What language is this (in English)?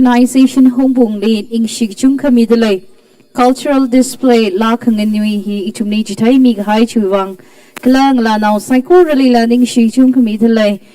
Tangkhul Naga (India)